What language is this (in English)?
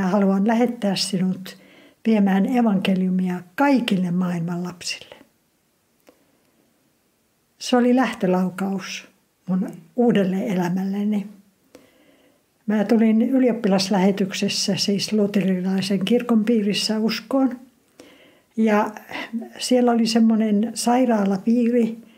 Finnish